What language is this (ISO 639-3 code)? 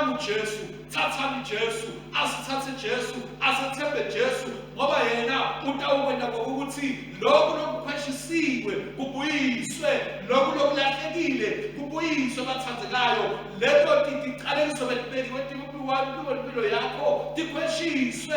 ssw